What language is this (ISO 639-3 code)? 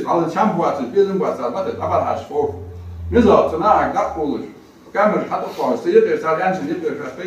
inh